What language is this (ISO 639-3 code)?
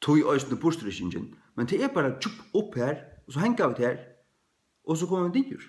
fao